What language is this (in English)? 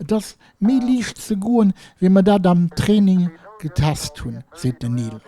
Luxembourgish